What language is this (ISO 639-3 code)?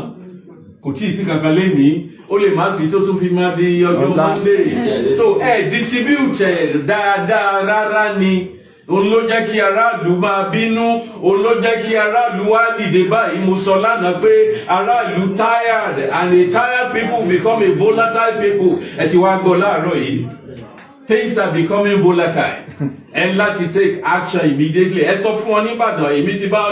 yor